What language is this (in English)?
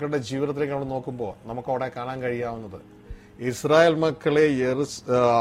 Malayalam